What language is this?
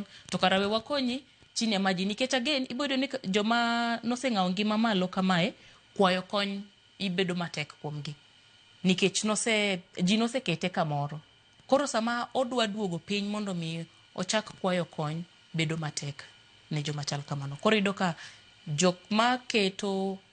Luo (Kenya and Tanzania)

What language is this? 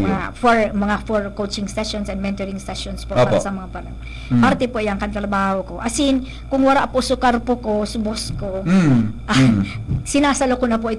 Bikol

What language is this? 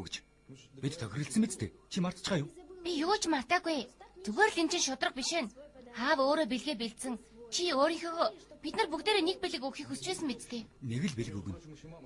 Mongolian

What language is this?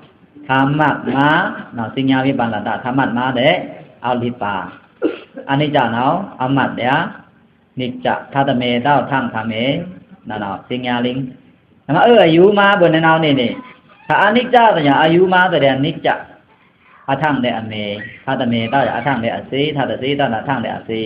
Pa'o Karen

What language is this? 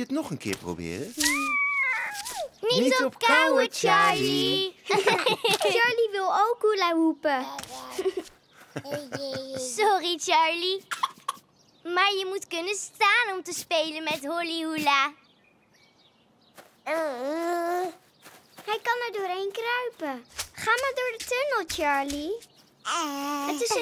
Dutch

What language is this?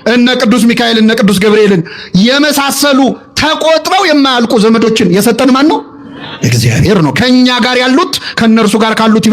Amharic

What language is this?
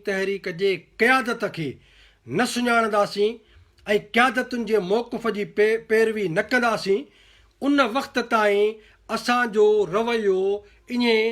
Sindhi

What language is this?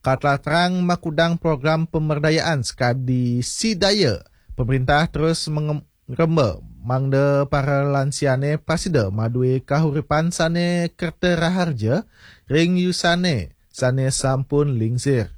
Balinese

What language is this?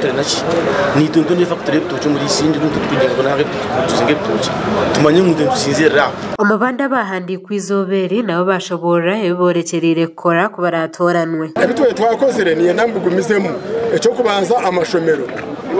Nyankole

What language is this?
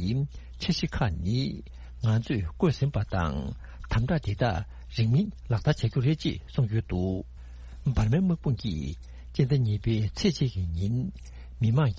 Tibetan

